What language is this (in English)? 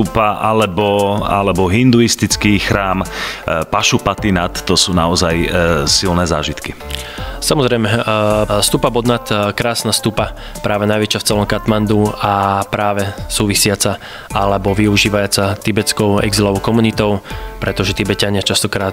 Slovak